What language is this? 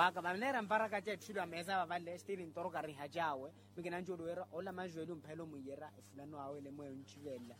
Makhuwa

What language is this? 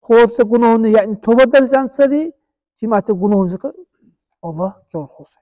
Dargwa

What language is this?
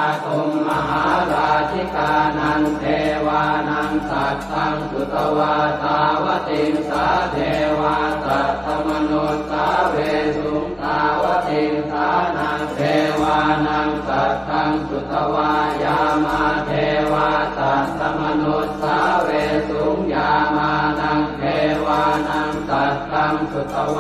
Pali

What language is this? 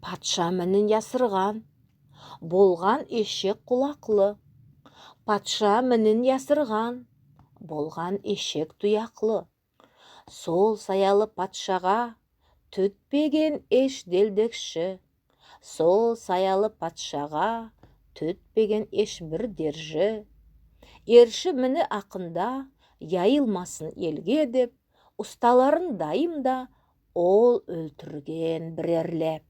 Nogai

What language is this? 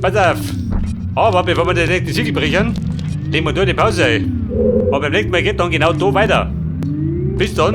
Bavarian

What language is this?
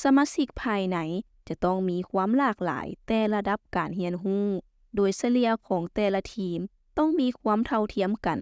Lao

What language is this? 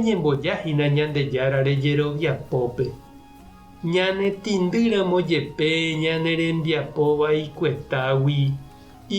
Guarani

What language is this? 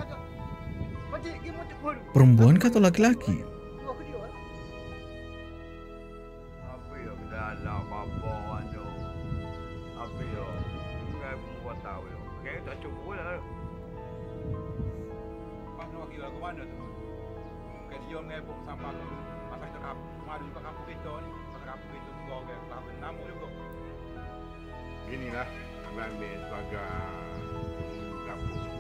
Malay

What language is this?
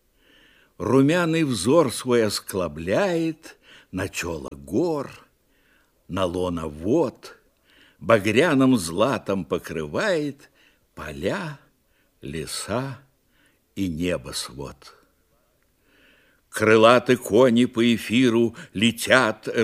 Russian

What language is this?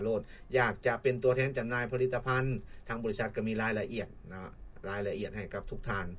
Lao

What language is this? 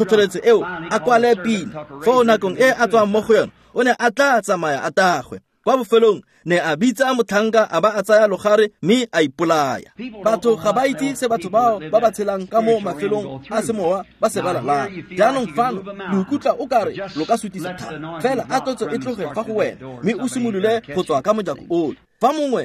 Tswana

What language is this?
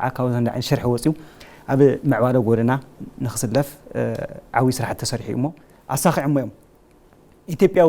Tigrinya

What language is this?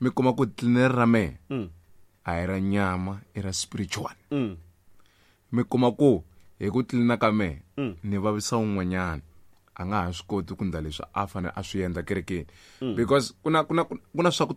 Tsonga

